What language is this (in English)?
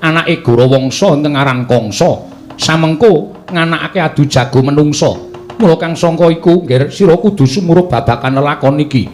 Javanese